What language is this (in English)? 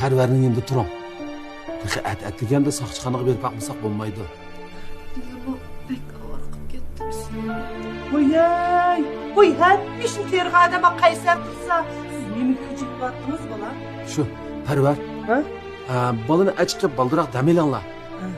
Uyghur